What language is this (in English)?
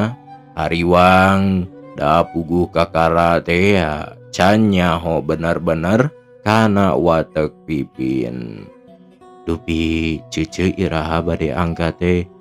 Sundanese